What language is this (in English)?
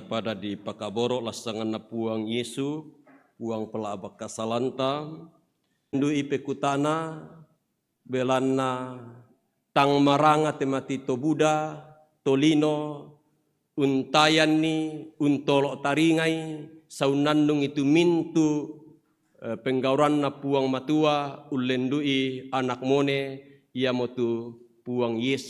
Toraja-Sa'dan